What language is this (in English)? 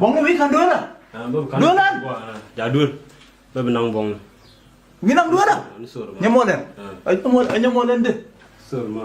Nuer